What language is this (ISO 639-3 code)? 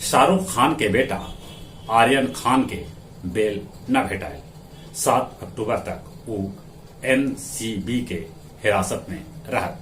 mag